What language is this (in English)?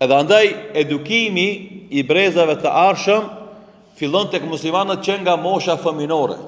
Albanian